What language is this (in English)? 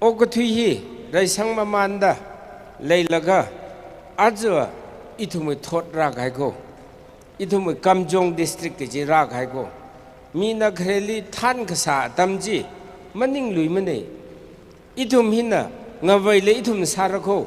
Tangkhul Naga (India)